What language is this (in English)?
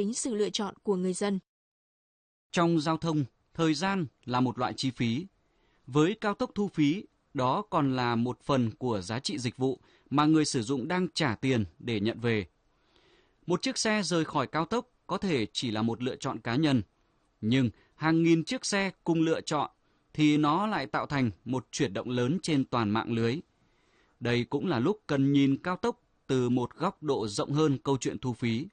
Vietnamese